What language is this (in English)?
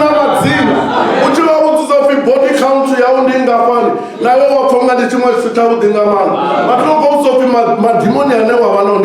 Venda